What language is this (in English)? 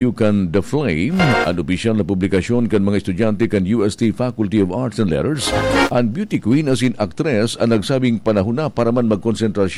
Bikol